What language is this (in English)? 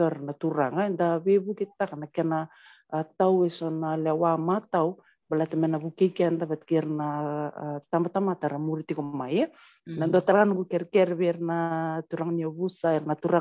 Fijian